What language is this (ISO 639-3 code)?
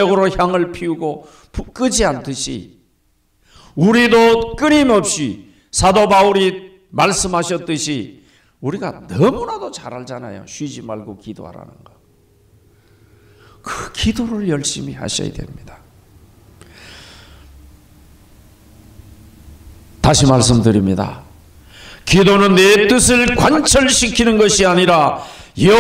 kor